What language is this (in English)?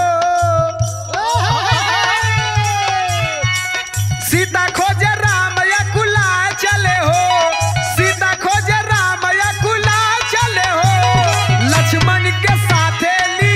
Bhojpuri